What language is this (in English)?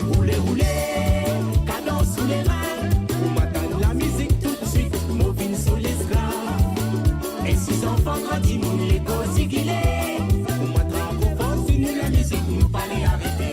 Morisyen